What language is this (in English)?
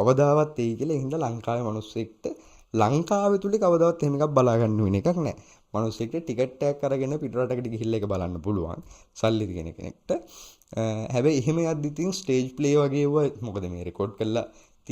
Sinhala